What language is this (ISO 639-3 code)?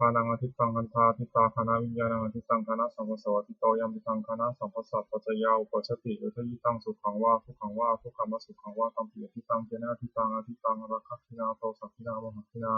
pli